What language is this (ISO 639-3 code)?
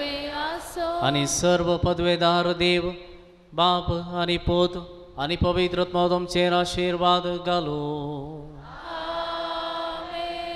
kok